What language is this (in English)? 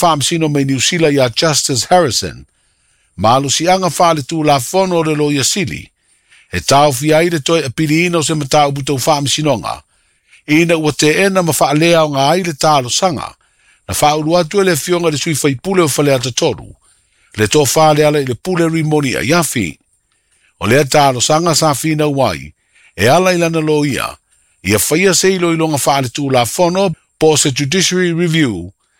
Samoan